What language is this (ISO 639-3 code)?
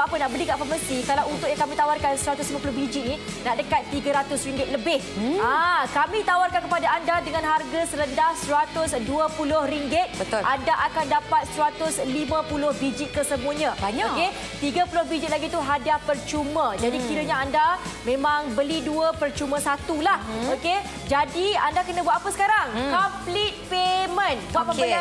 msa